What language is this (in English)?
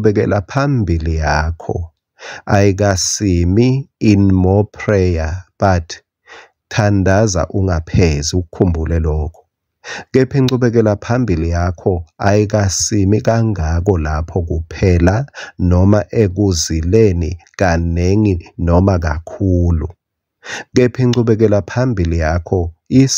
Swati